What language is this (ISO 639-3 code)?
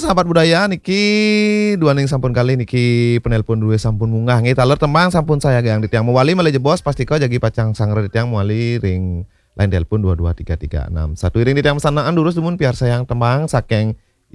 ban